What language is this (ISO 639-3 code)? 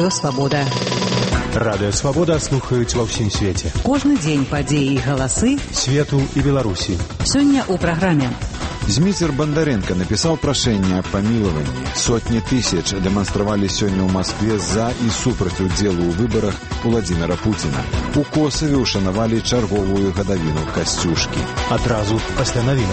bel